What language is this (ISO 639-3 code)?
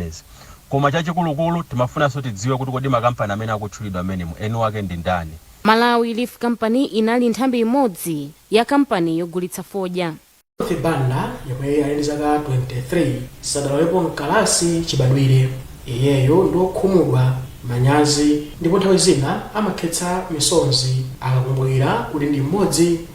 nya